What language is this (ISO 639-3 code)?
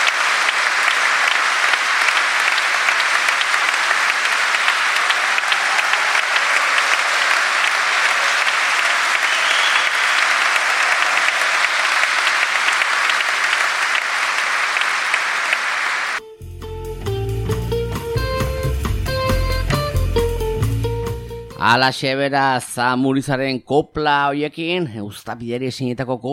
eus